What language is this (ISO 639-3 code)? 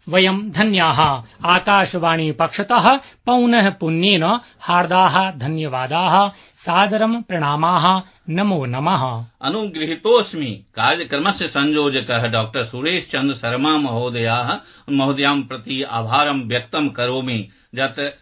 san